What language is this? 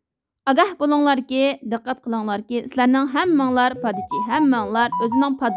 Uyghur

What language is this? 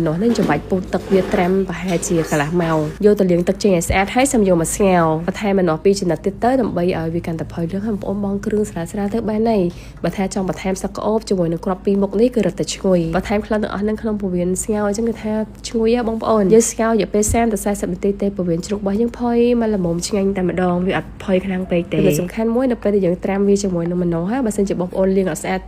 Khmer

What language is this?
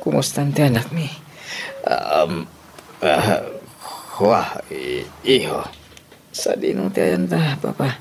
Iloko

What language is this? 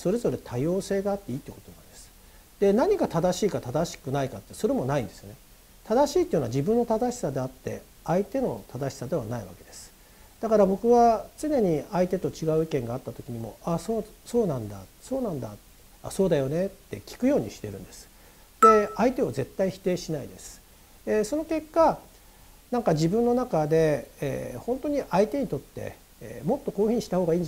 Japanese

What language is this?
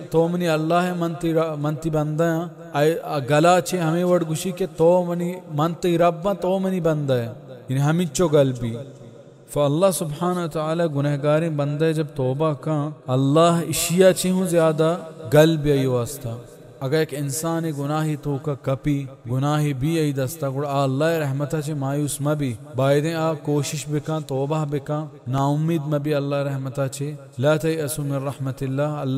Baluchi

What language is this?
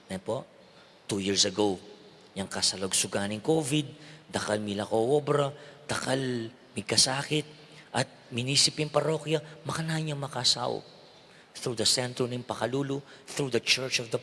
Pampanga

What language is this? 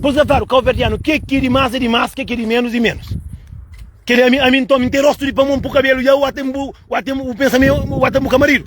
Kabuverdianu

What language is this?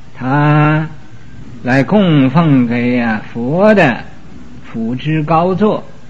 Chinese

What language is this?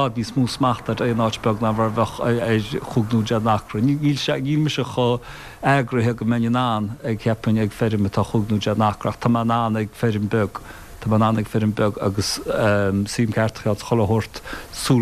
Irish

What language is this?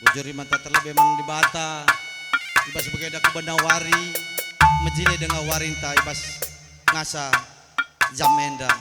Batak Karo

